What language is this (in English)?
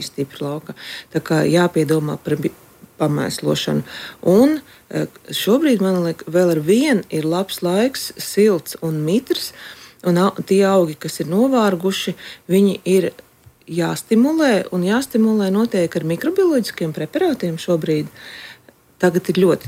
Latvian